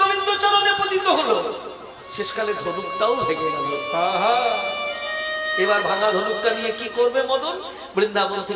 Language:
Bangla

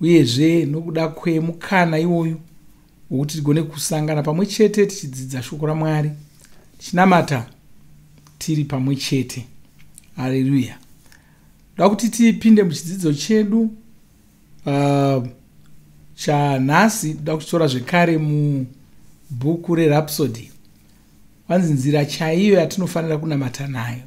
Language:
Shona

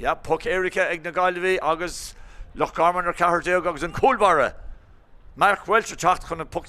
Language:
Irish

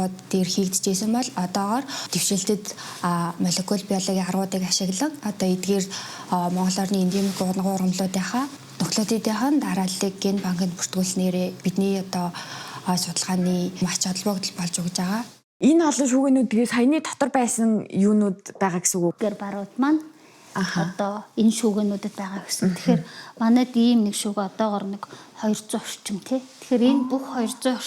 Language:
Mongolian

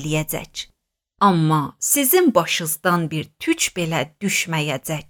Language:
Azerbaijani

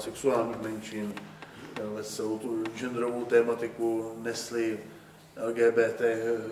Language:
Czech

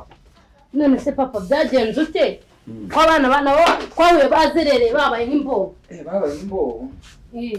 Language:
Kinyarwanda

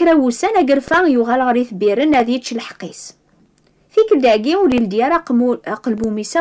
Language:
Kabyle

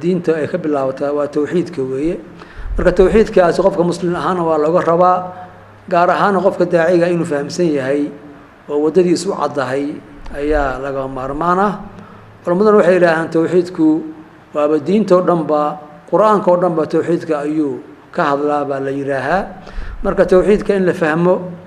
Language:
Somali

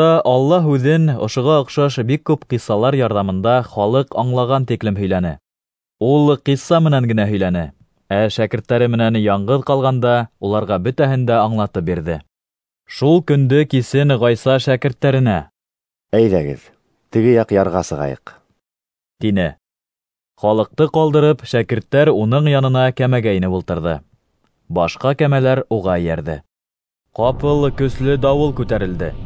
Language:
Bashkir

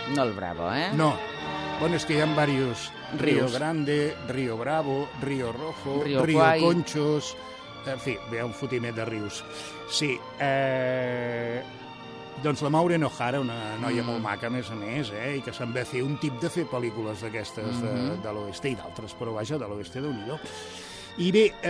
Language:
Catalan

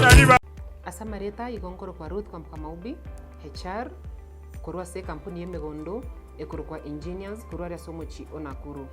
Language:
Gusii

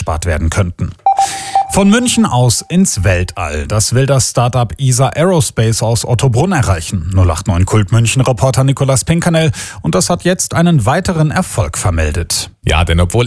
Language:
German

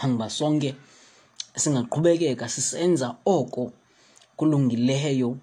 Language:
Xhosa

